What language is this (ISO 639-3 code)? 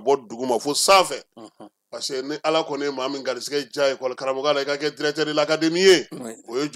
bam